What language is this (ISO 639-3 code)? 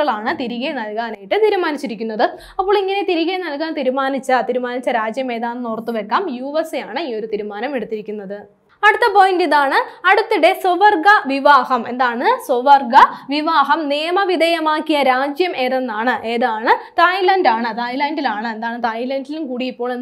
mal